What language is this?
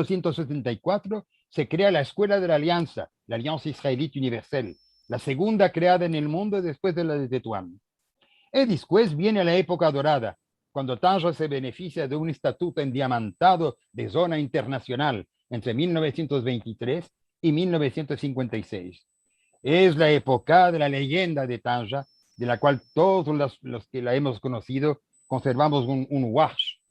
Ladino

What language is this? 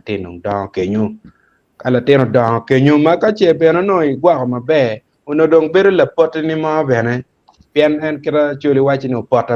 Acoli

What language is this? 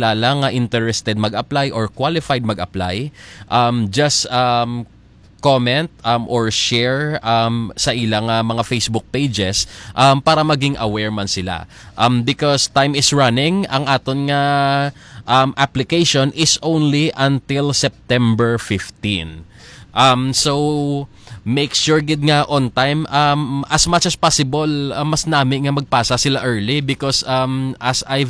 Hiligaynon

